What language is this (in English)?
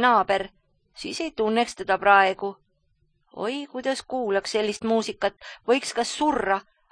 Estonian